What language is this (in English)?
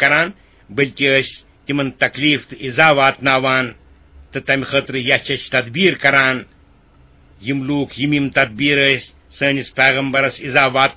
Kashmiri